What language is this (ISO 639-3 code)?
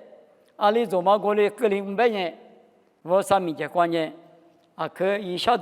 lis